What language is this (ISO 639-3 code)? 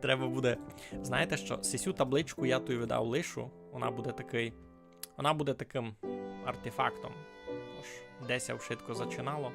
rue